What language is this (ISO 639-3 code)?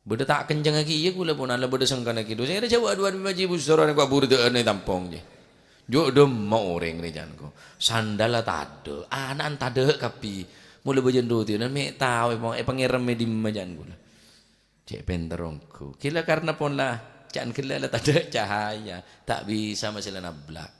mad